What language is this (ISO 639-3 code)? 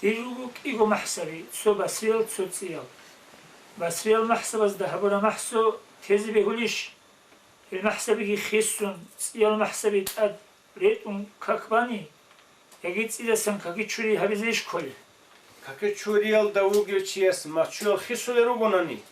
ava